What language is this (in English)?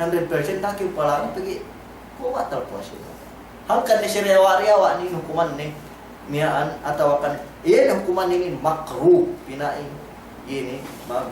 Yakan